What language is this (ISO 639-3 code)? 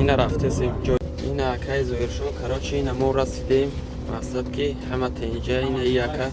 tgk